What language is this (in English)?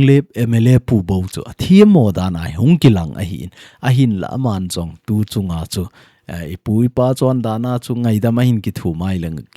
Thado Chin